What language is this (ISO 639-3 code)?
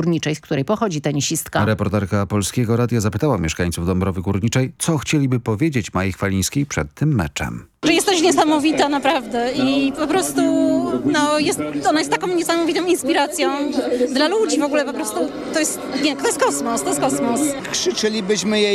pol